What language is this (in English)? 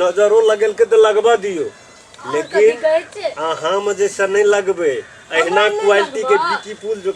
Maithili